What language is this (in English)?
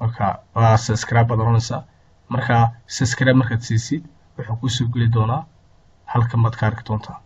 Somali